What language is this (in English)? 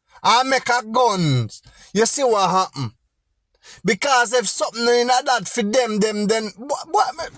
Jamaican Creole English